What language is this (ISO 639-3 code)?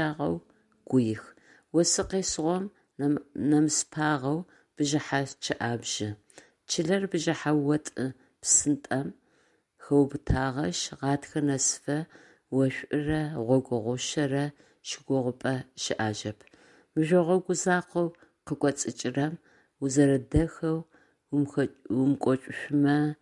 ady